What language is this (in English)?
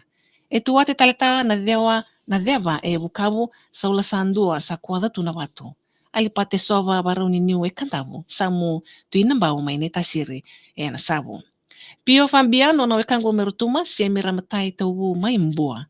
Fijian